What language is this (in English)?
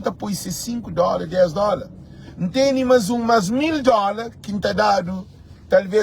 Kabuverdianu